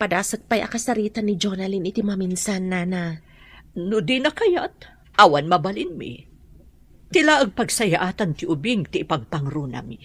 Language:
Iloko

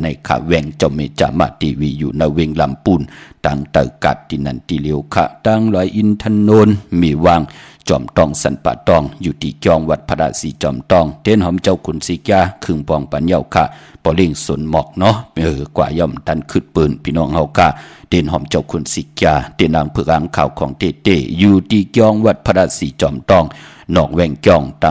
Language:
Shan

